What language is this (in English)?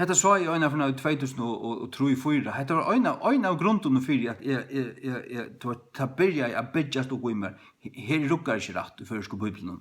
Faroese